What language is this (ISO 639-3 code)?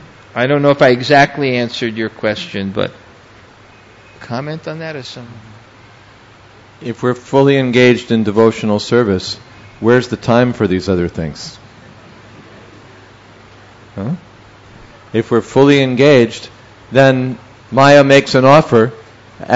eng